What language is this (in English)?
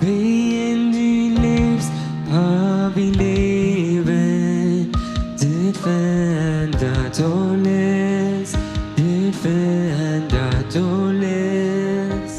Plautdietsch